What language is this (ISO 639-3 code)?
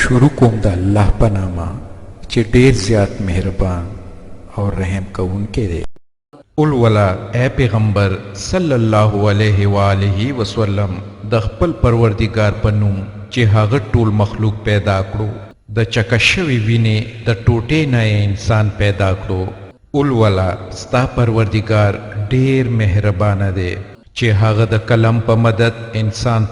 pus